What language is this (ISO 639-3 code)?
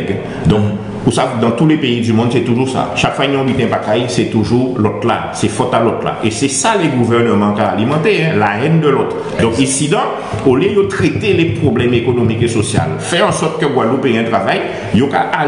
gcf